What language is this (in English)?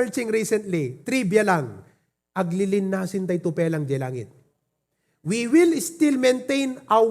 Iloko